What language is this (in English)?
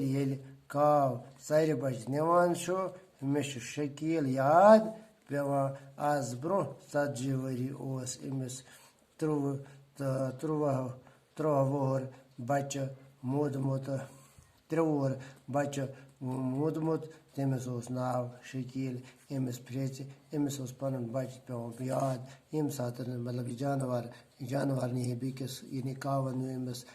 Kashmiri